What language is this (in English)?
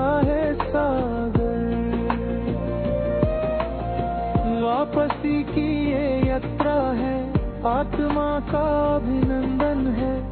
Hindi